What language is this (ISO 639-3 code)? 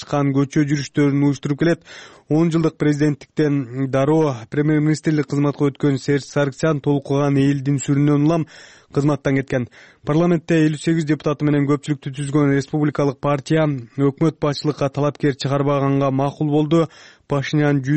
kir